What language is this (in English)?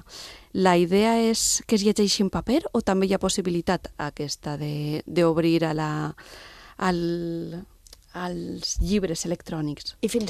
Catalan